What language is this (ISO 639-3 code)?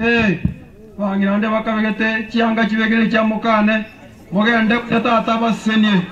guz